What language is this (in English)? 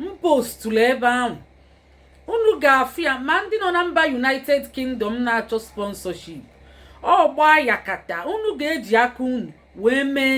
Igbo